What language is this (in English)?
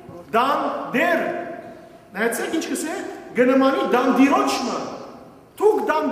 Western Armenian